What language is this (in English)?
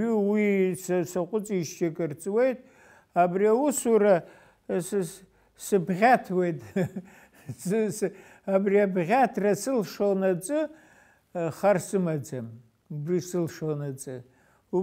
Abkhazian